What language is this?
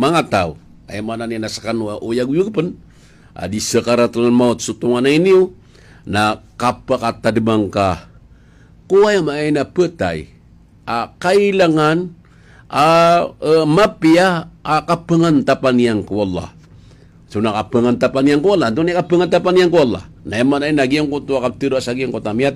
Maranao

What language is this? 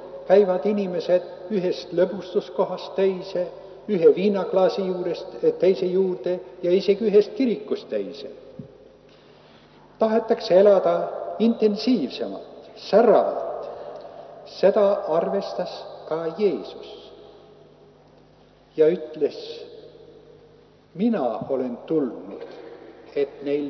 Estonian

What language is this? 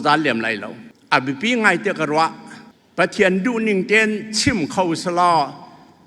Falam Chin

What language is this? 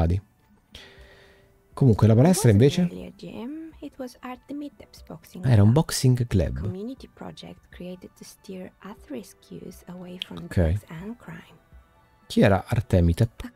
Italian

